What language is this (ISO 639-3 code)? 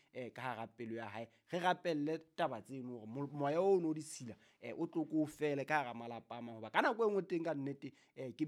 sot